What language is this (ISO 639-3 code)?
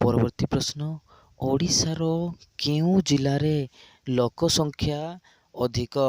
ori